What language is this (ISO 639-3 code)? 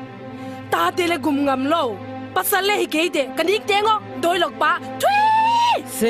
ctd